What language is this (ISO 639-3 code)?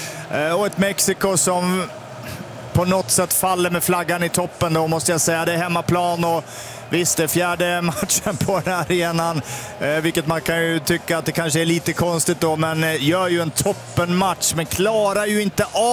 swe